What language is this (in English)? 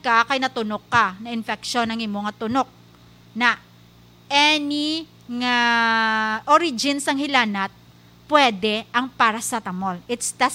Hiligaynon